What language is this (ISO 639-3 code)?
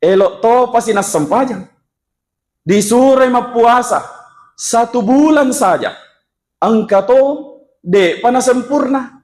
bug